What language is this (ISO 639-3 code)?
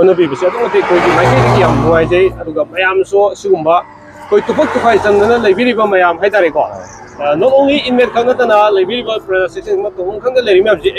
mni